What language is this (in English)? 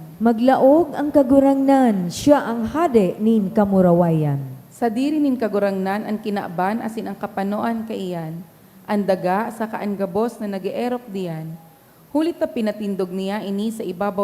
Bikol